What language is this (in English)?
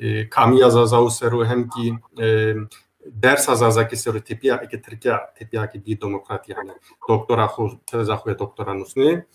Zaza